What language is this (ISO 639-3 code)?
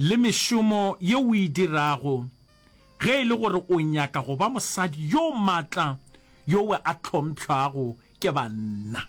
nso